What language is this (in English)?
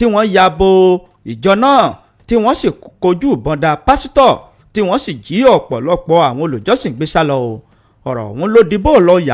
Yoruba